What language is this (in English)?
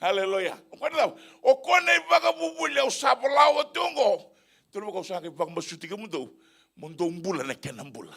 Fijian